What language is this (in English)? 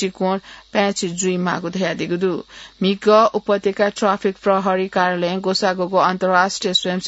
Newari